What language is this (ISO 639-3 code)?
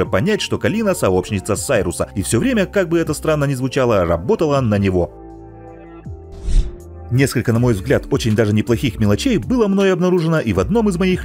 rus